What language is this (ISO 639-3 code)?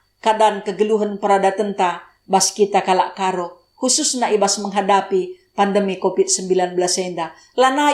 btx